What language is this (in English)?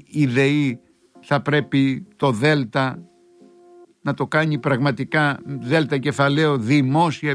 Greek